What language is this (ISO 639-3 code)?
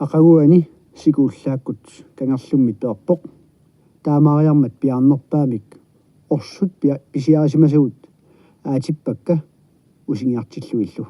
kal